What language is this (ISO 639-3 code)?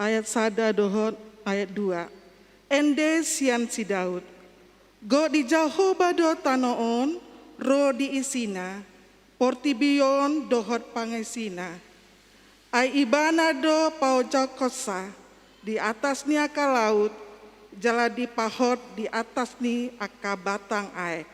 bbc